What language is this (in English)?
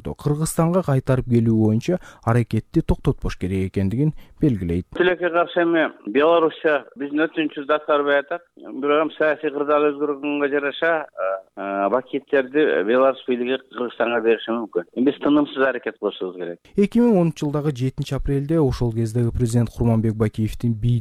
Kyrgyz